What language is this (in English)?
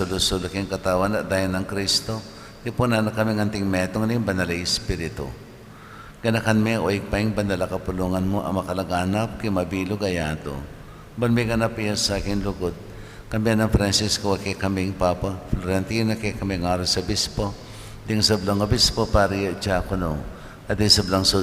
Pampanga